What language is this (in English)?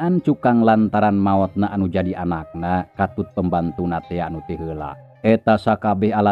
Sundanese